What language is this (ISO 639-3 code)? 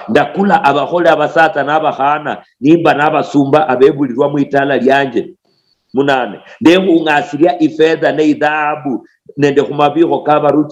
luy